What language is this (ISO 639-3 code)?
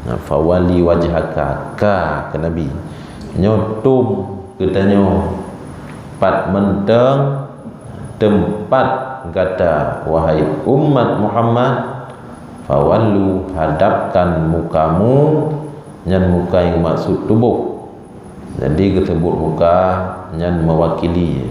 ace